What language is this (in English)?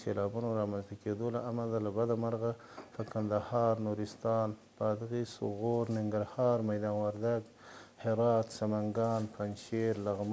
Pashto